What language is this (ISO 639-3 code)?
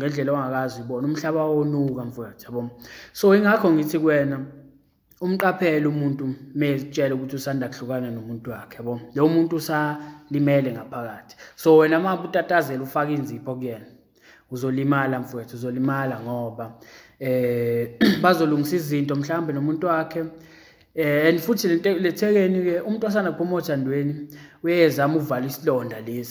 zul